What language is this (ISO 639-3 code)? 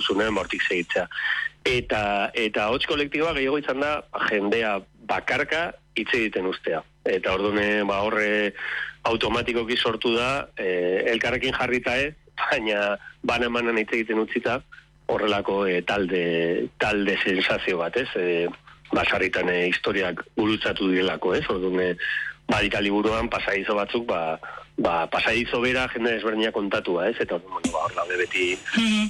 eus